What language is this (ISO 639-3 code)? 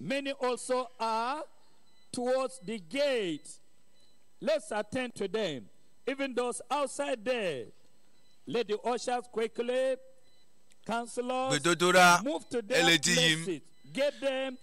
ewe